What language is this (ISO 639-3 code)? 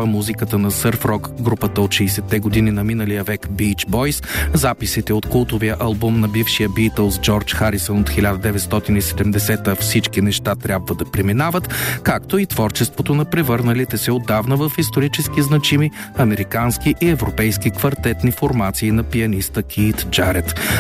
bul